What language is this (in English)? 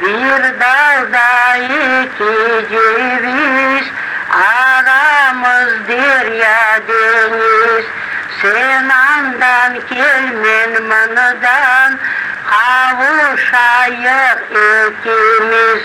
Crimean Tatar